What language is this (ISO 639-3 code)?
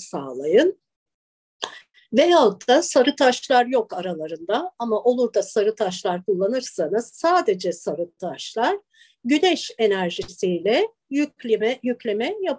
tur